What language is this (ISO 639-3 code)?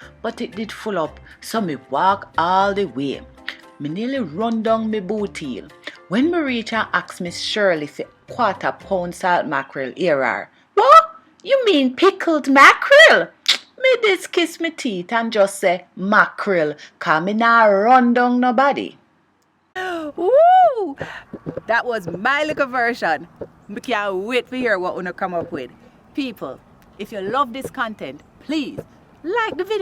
jam